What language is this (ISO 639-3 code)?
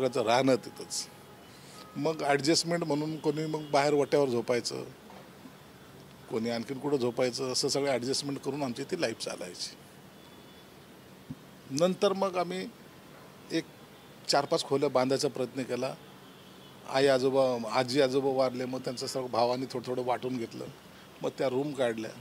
mar